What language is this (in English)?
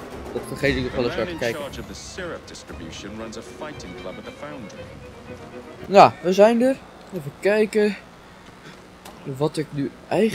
Dutch